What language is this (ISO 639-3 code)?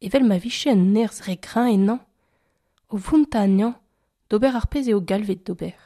bre